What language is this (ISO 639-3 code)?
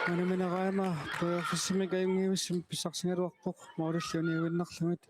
kal